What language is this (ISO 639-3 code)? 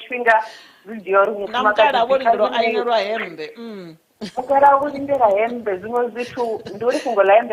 ven